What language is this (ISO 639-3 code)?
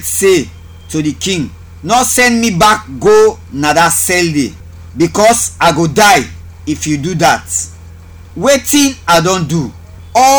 kri